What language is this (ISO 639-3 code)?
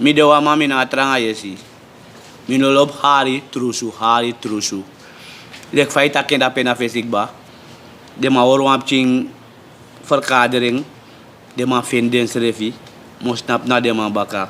srn